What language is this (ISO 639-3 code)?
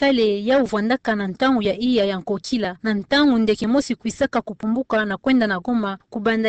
ktu